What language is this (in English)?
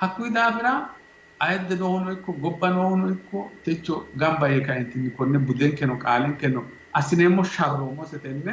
Sidamo